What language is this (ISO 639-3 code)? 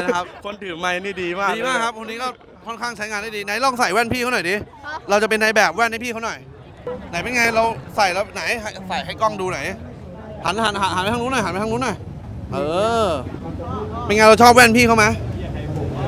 tha